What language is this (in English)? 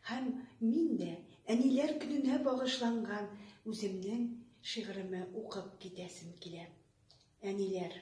Tatar